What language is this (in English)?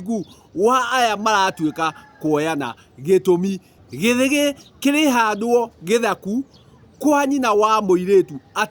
Kikuyu